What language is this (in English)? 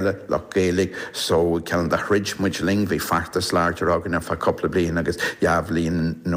Irish